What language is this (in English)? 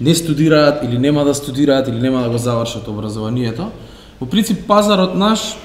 Macedonian